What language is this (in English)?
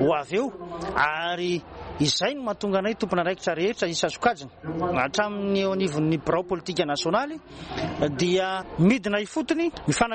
Malagasy